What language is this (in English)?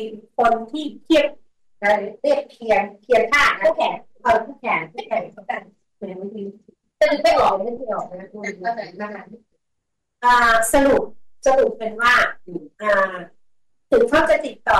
Thai